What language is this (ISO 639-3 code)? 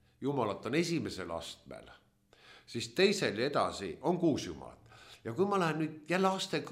est